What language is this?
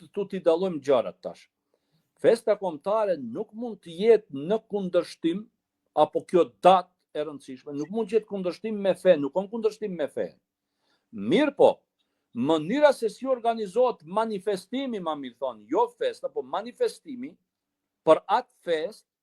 Albanian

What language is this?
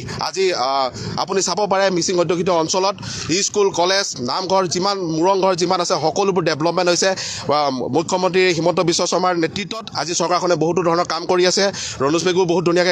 Assamese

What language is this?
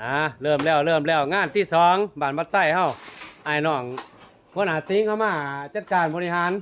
Lao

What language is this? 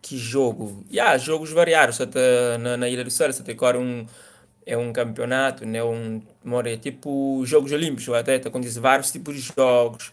Kabuverdianu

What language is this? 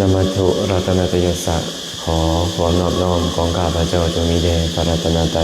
Lao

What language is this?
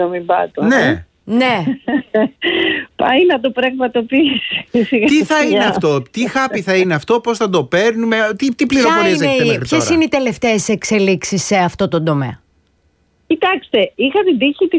Greek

